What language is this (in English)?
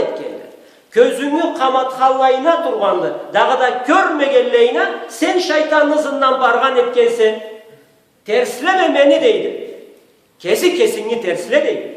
Karachay-Balkar